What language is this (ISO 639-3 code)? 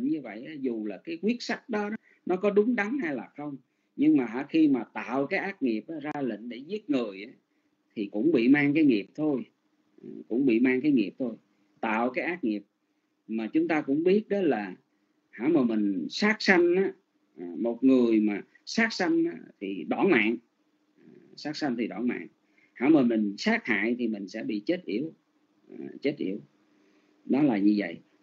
vie